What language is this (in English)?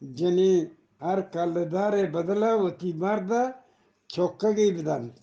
Eastern Balochi